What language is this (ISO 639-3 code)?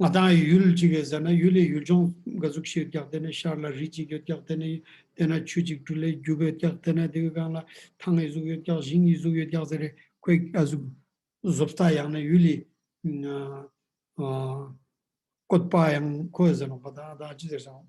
lbj